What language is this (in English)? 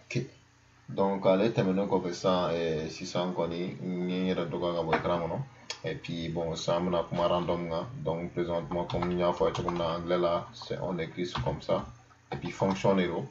Bambara